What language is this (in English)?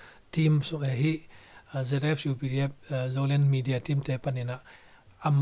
Tedim Chin